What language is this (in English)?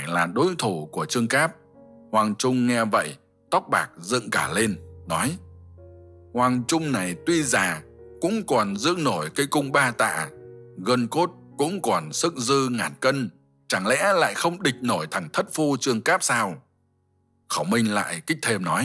Vietnamese